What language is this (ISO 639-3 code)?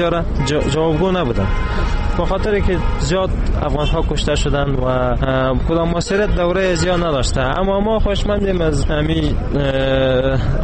fas